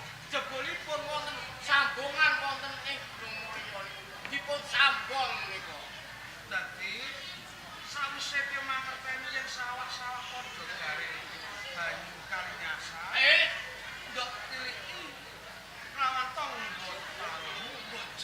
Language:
Javanese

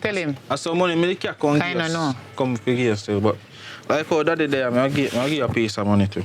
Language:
Jamaican Creole English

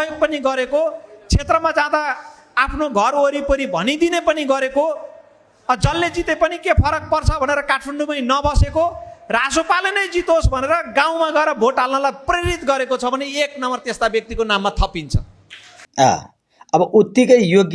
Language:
Nepali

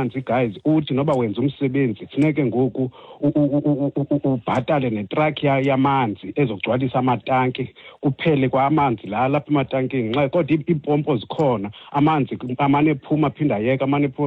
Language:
Xhosa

